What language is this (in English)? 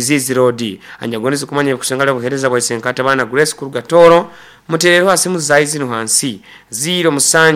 Nyoro